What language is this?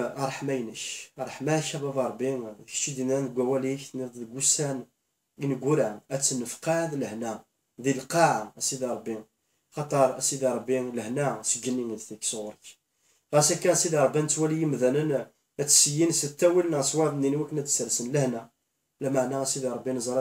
Kabyle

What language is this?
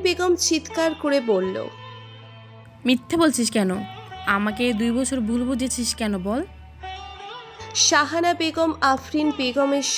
Bangla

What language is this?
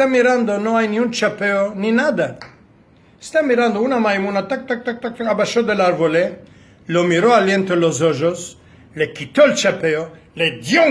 Ladino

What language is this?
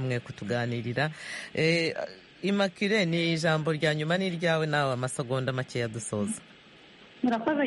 Kinyarwanda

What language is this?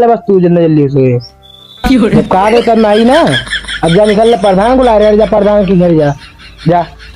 Awadhi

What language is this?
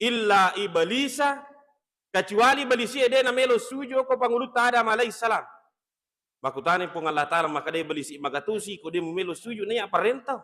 Buginese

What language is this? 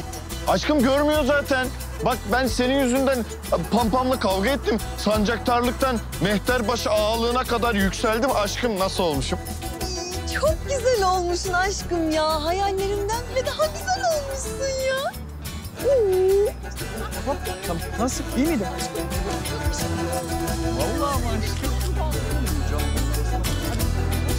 Turkish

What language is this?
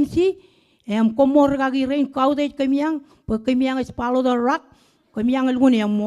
Marshallese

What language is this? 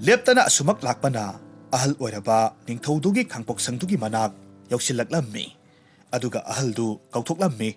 Manipuri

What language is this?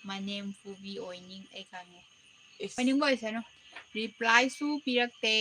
Manipuri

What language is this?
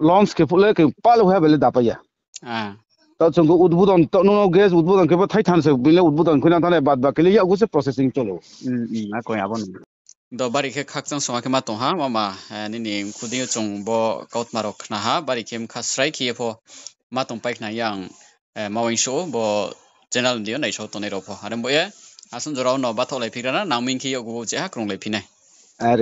Riang (India)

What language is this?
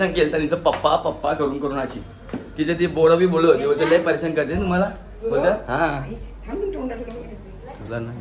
Marathi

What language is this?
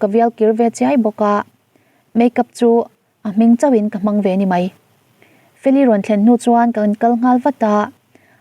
Mizo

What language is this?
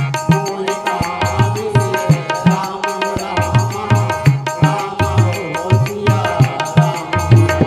Chhattisgarhi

